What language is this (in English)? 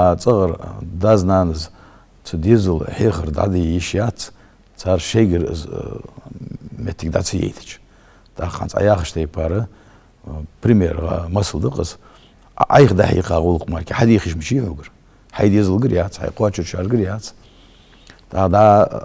Ingush